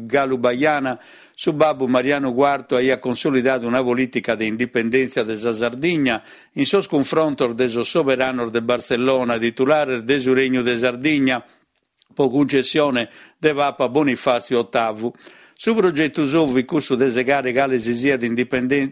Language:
Sardinian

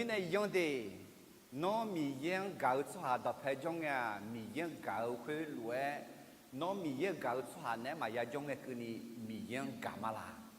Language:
Akha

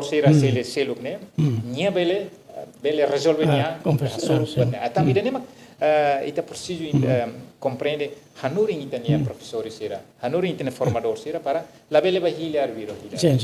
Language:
Tetum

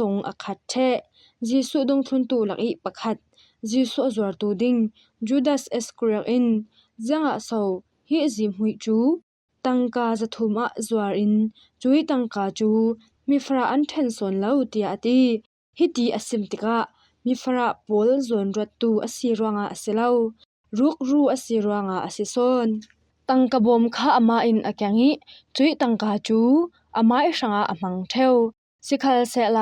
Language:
Falam Chin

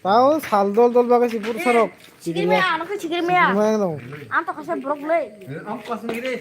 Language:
Kok Borok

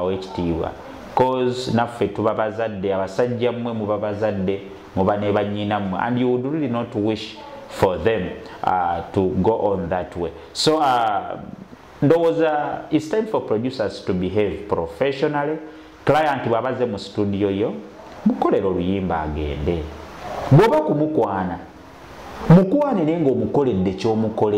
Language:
Ganda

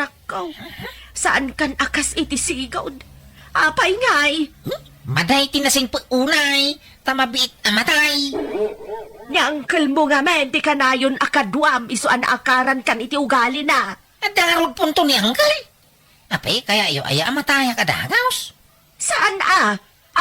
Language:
Iloko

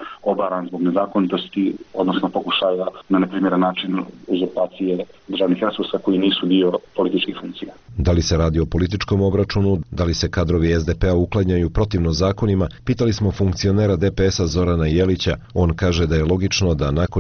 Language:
Serbian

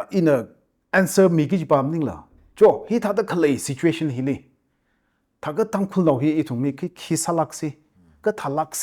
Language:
Tangkhul Naga (India)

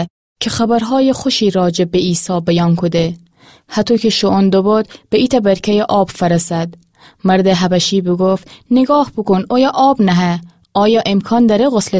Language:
Gilaki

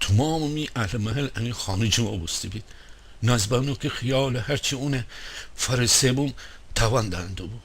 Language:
Gilaki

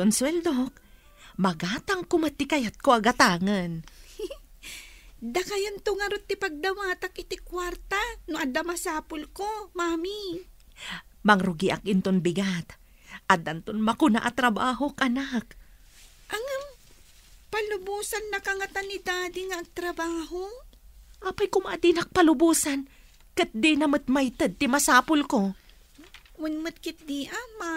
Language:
Iloko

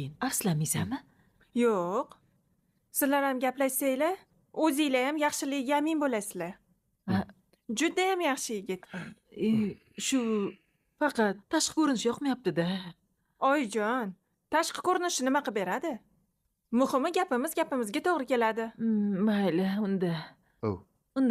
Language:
Uzbek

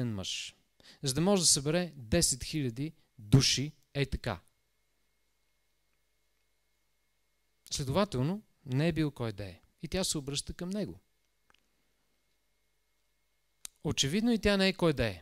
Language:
Bulgarian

